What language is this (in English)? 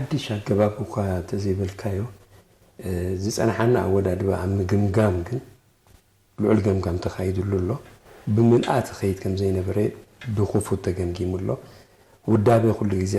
Tigrinya